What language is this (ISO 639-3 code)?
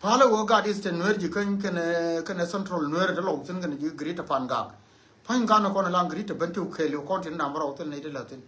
nus